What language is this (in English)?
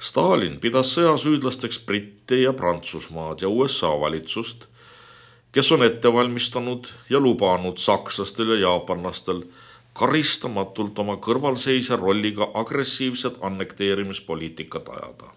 Estonian